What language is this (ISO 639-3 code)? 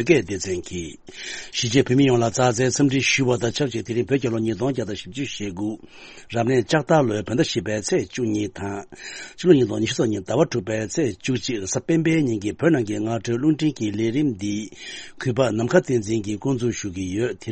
bod